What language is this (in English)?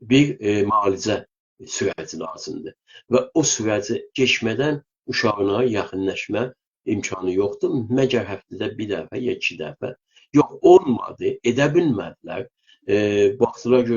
South Azerbaijani